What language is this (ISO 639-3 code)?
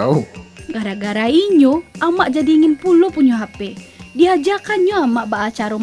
min